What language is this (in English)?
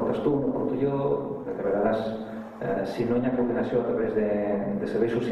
Catalan